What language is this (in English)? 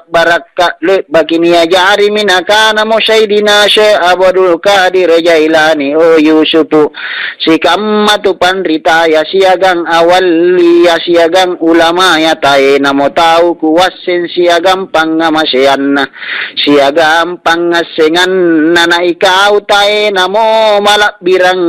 Makasar